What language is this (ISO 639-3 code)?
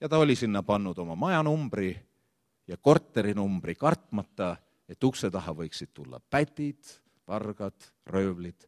est